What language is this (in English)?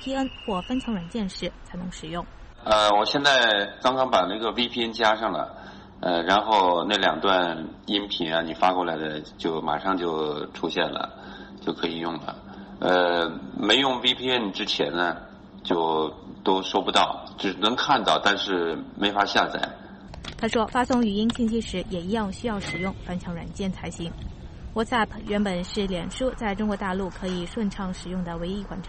Chinese